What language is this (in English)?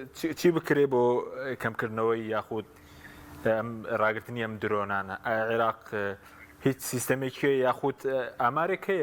Central Kurdish